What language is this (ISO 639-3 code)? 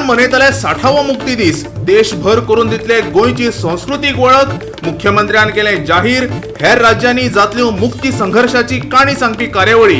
kok